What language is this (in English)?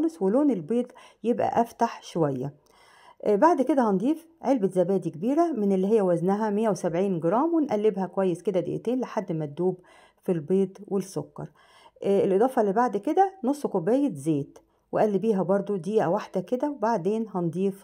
Egyptian Arabic